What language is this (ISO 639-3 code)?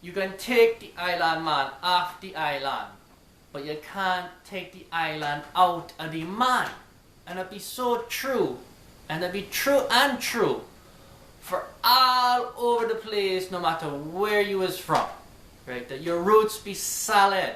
jam